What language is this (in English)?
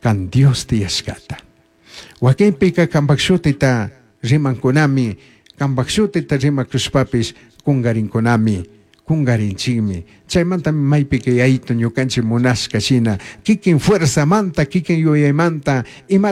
Chimborazo Highland Quichua